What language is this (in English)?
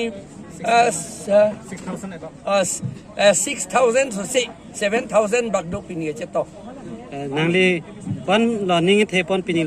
Karbi